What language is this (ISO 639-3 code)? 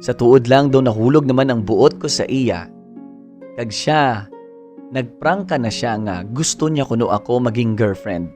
hil